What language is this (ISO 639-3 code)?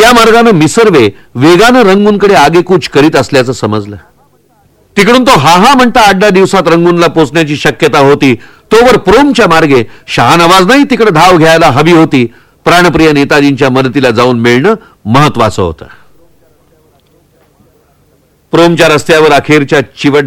mar